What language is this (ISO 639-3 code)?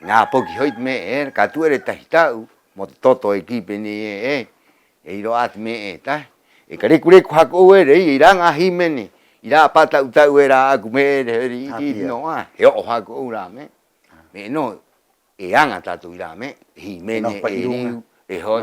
rap